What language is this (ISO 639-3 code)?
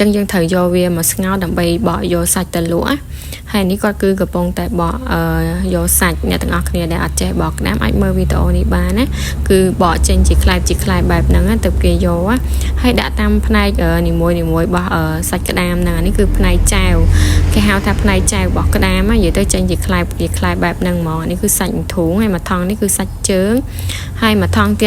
khm